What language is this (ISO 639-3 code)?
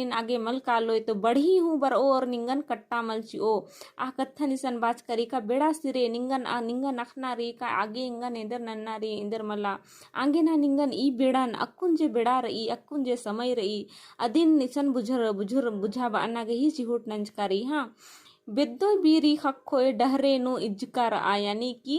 kru